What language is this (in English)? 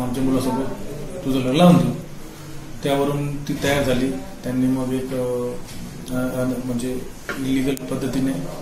Marathi